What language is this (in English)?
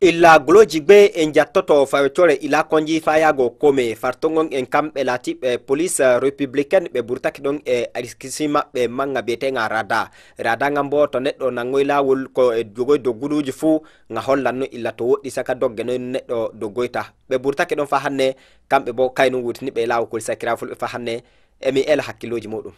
Fula